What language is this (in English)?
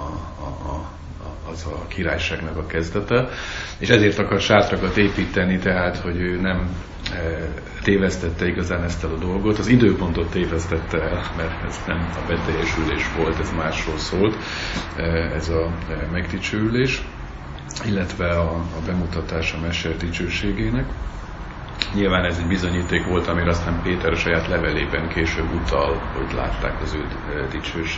Hungarian